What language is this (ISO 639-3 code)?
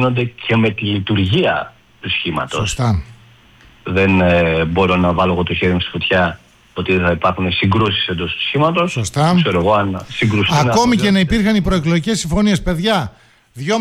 ell